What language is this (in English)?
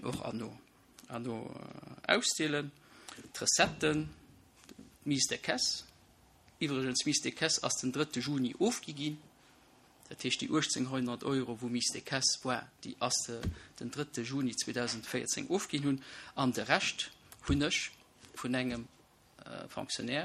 Luxembourgish